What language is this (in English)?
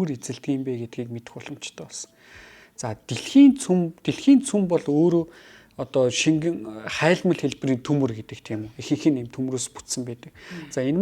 Mongolian